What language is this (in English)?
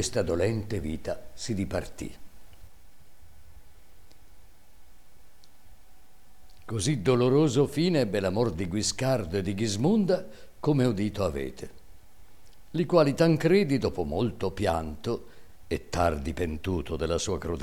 Italian